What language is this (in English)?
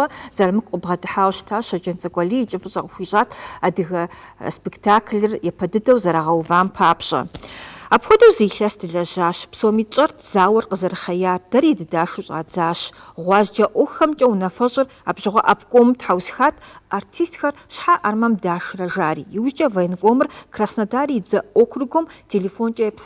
Kabardian